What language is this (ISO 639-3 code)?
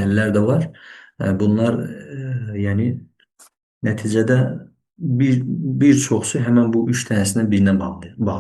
aze